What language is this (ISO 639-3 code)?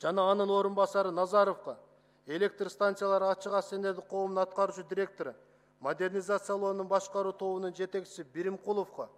kir